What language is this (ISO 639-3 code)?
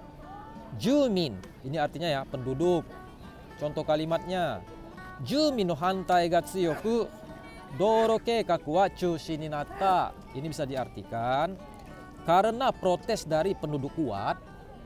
ind